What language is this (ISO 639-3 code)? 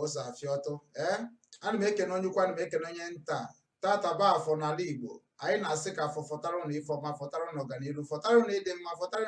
ibo